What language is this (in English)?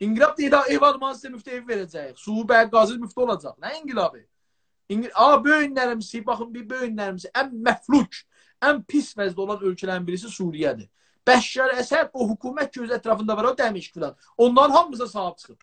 South Azerbaijani